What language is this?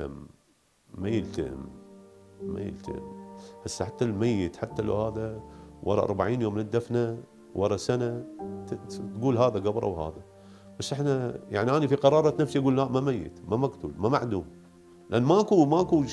Mesopotamian Arabic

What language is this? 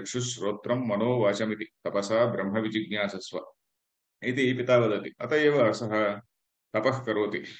Sanskrit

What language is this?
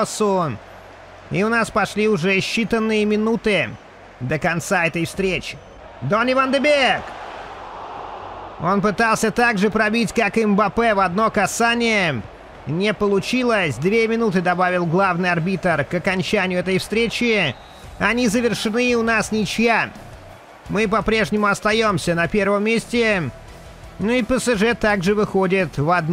Russian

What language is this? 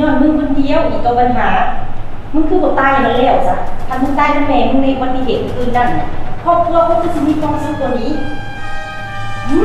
Lao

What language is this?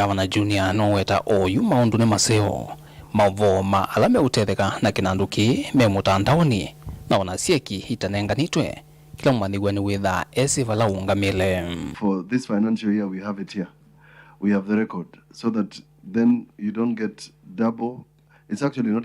Kamba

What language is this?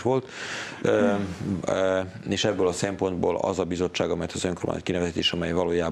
Hungarian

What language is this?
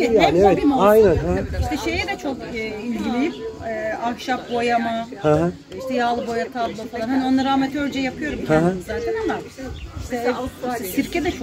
Turkish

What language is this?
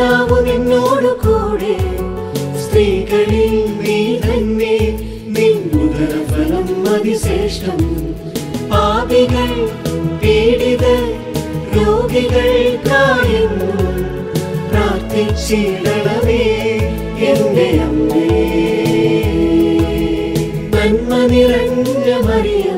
Malayalam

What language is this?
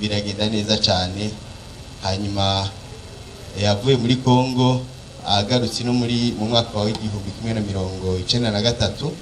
Rundi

